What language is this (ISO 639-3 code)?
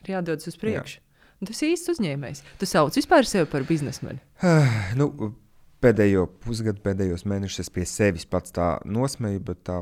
lav